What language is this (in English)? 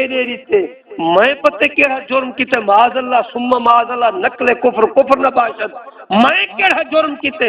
Saraiki